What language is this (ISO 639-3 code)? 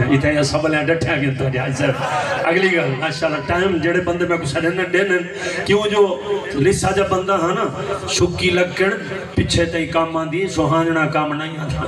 skr